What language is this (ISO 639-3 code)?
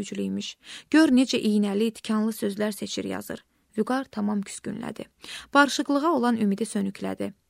aze